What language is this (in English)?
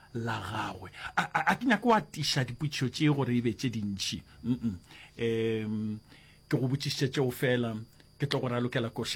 Northern Sotho